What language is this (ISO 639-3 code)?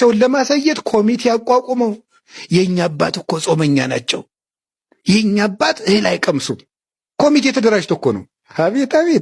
amh